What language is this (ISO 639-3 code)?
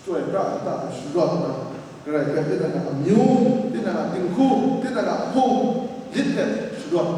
kac